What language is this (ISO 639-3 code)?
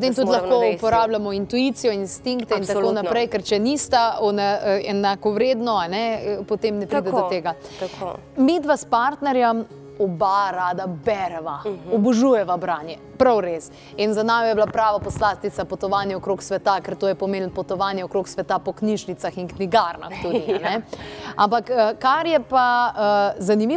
slv